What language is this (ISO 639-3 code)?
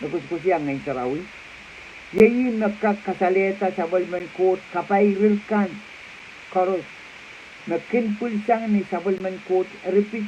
pon